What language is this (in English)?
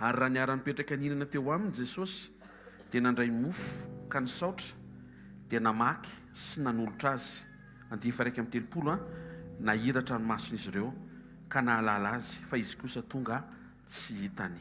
Malagasy